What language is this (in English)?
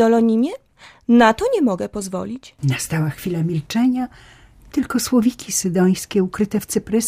Polish